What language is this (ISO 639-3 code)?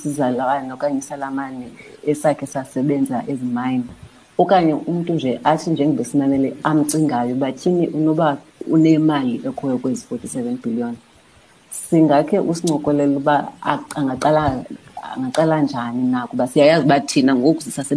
xho